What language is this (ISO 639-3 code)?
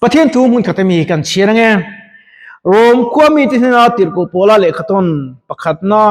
lus